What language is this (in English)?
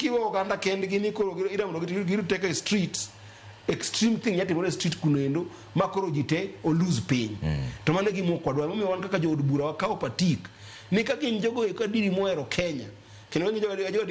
Luo (Kenya and Tanzania)